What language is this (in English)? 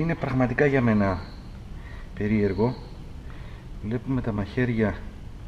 Greek